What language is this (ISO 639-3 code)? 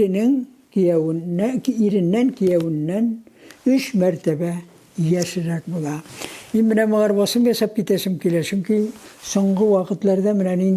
tat